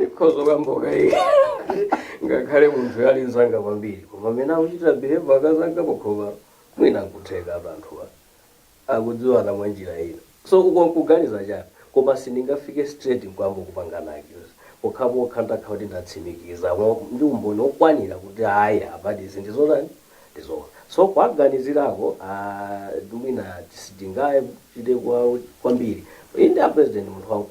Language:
Nyanja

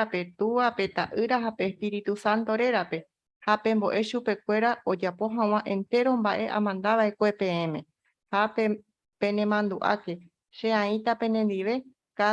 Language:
Guarani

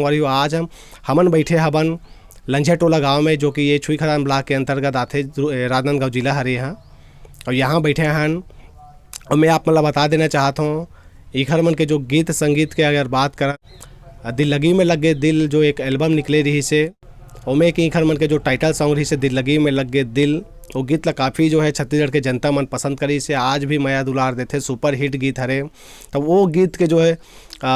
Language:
Chhattisgarhi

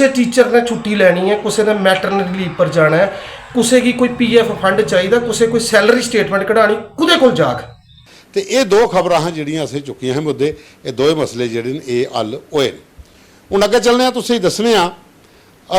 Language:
Dogri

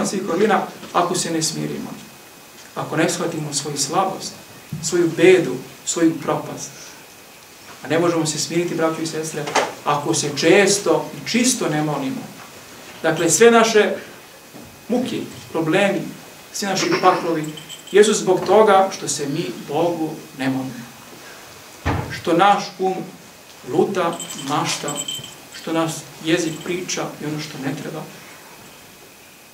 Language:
Serbian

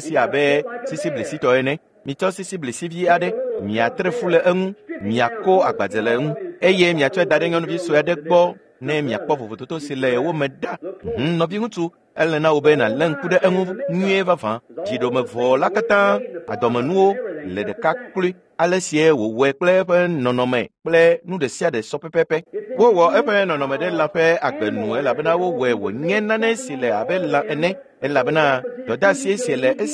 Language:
Ewe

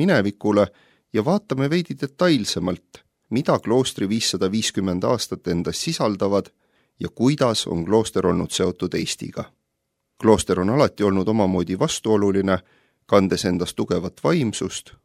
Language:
Estonian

